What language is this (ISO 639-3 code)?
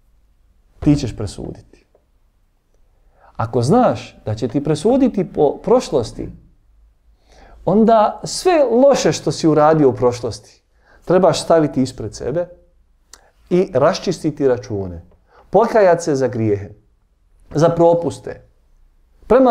bos